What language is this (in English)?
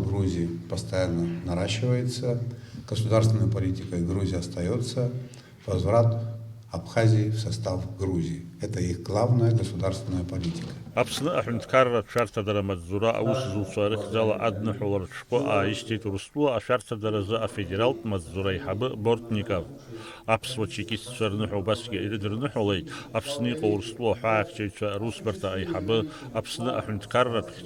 Abkhazian